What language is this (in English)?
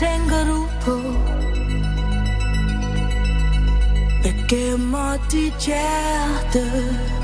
Danish